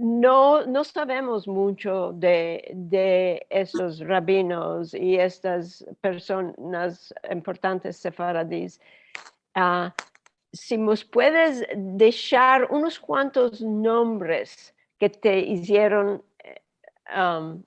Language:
Ladino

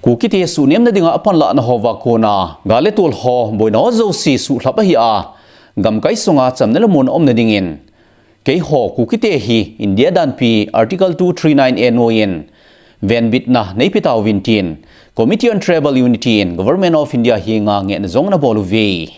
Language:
Thado Chin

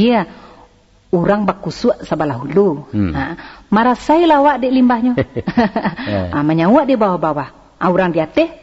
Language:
Minangkabau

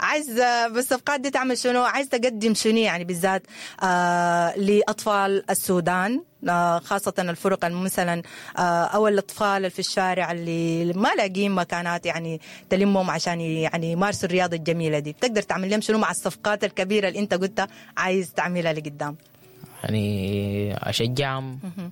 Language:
Sudanese Arabic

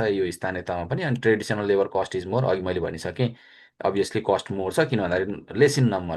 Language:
Nepali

